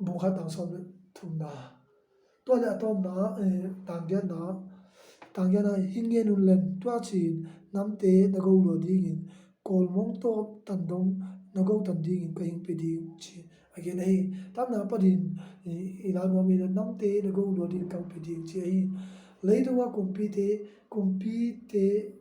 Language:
Tedim Chin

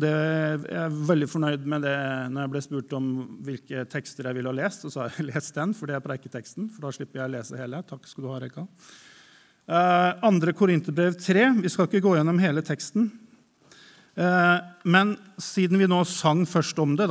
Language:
Norwegian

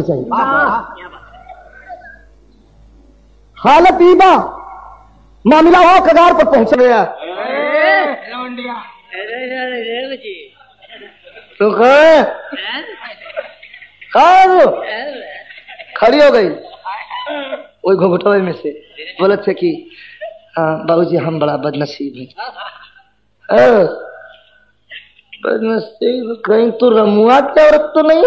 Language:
Bhojpuri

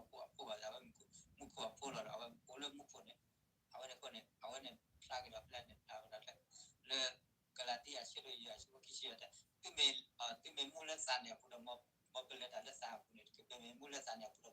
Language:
S'gaw Karen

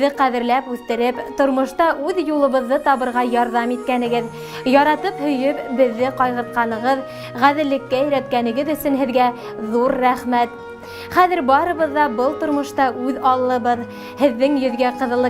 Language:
Bashkir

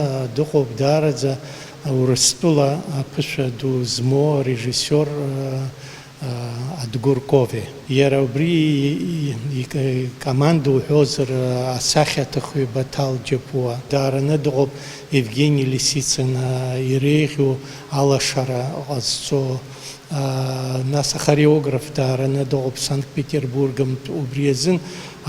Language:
Abkhazian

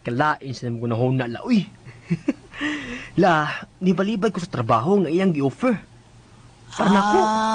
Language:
Cebuano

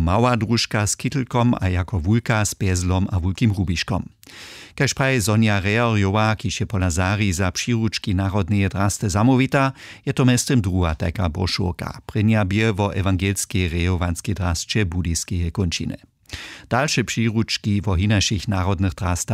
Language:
Upper Sorbian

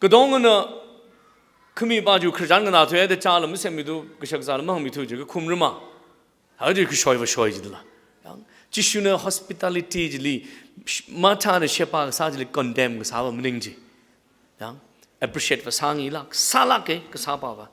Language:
Tangkhul Naga (India)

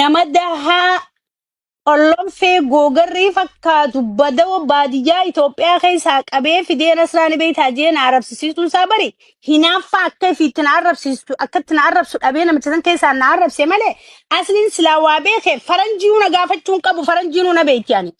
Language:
Oromo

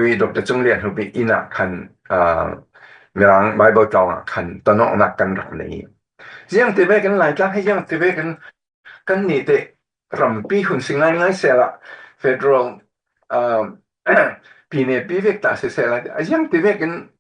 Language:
Falam Chin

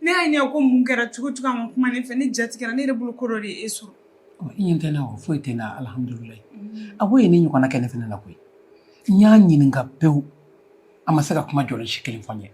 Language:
Bambara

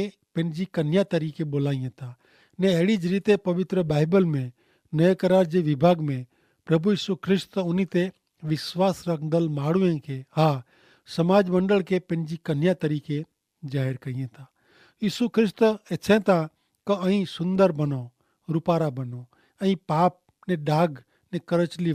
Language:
Kachhi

